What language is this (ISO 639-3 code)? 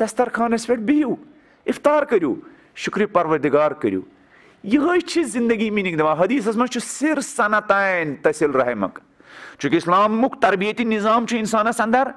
kas